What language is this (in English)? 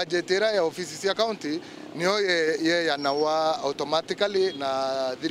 Meru